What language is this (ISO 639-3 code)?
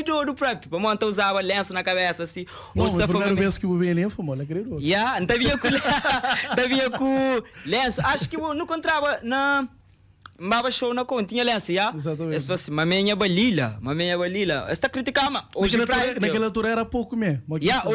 kea